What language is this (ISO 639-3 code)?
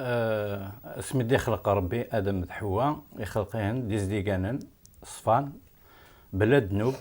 kab